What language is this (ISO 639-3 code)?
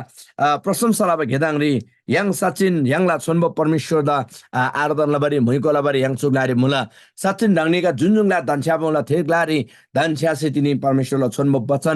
taj